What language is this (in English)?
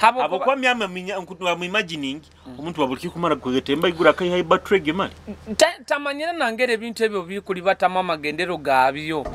Nyoro